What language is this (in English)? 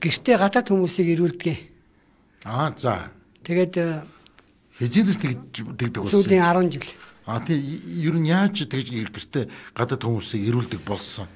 Mongolian